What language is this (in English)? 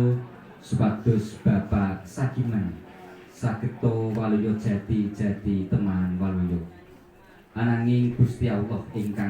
Javanese